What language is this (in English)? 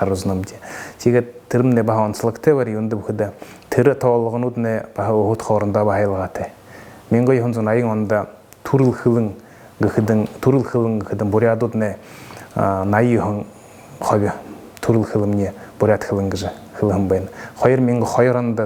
Buriat